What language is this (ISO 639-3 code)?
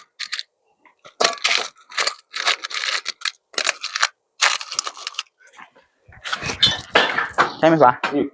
tts